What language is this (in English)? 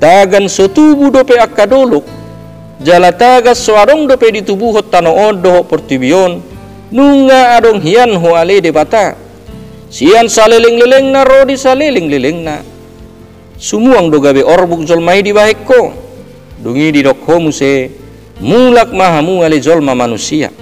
Batak Toba